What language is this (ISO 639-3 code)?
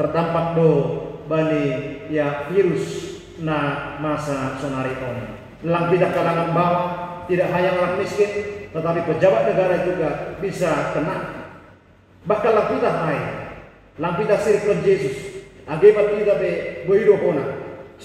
bts